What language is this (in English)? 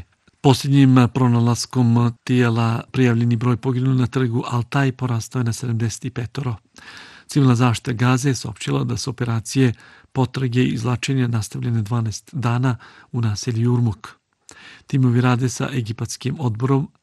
Bosnian